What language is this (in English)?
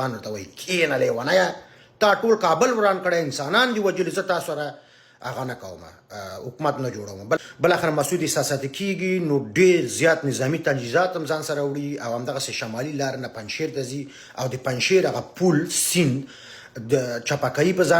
Pashto